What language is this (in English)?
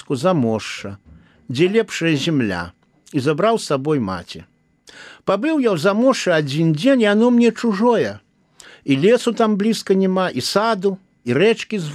Belarusian